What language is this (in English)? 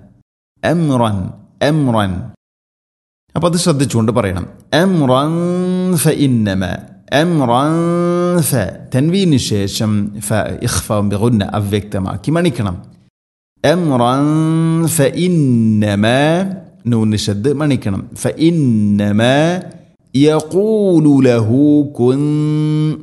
Malayalam